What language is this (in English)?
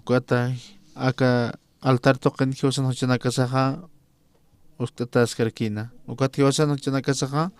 Aymara